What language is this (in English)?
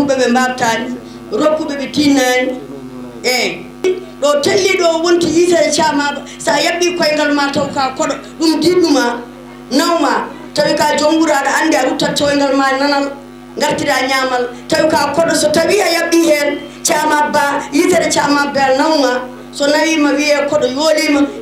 Fula